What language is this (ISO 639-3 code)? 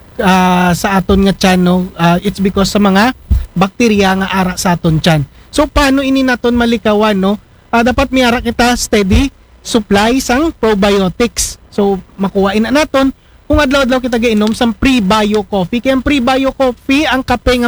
akl